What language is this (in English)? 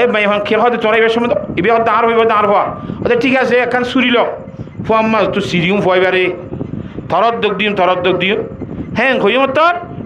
Rohingya